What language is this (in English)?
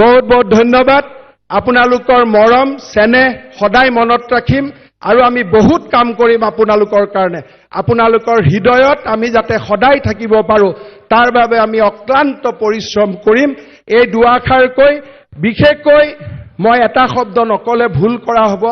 Assamese